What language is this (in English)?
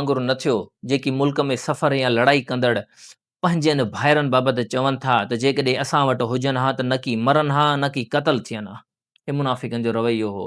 Sindhi